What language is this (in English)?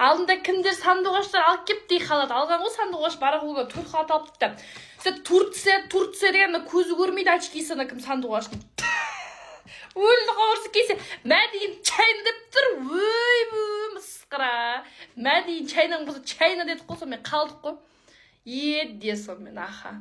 Kazakh